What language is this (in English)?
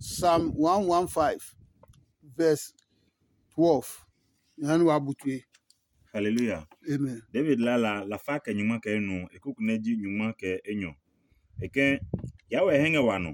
Adangme